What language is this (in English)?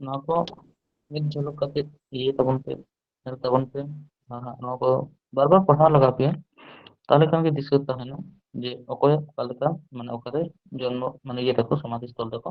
Santali